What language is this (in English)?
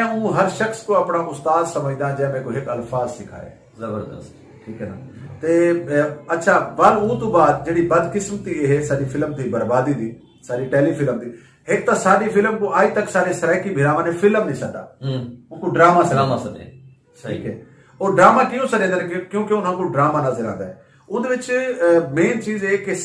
Saraiki